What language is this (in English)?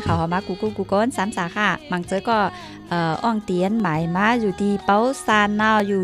Thai